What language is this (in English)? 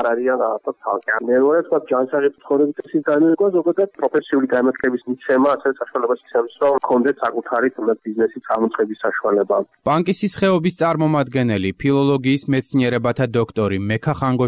Georgian